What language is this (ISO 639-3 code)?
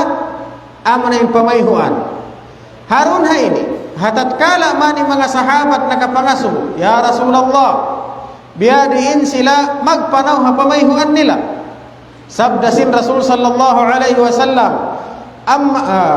tsg